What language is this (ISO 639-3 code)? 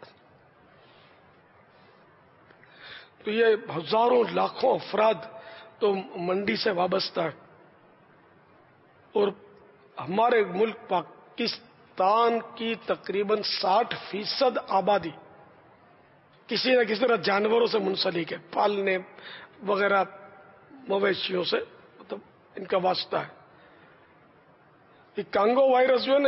urd